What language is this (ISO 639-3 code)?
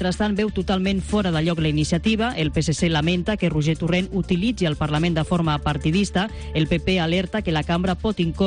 cat